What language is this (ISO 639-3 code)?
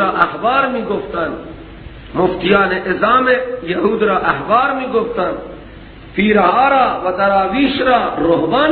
fas